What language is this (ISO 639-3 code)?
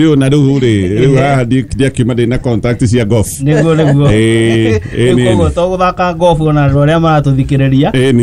kik